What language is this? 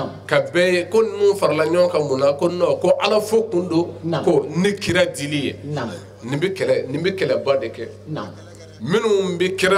Bambara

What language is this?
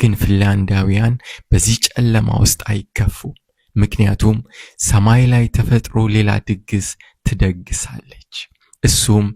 Amharic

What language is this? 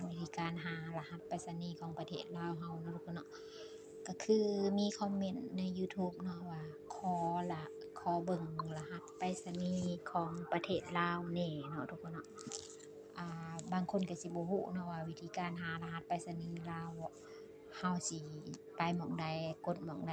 Lao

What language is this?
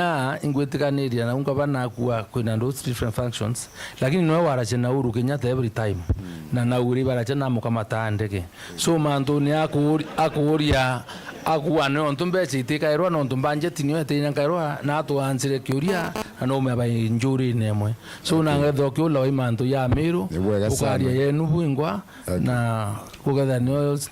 Meru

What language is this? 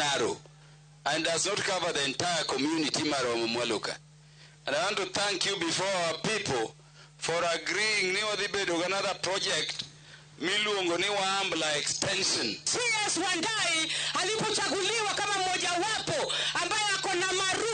Luo (Kenya and Tanzania)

